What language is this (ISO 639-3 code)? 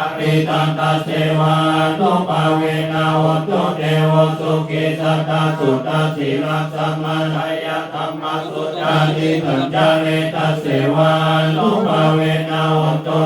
pli